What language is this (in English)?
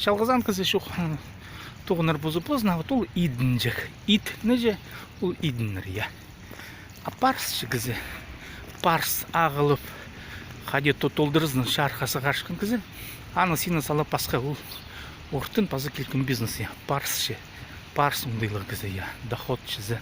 Khakas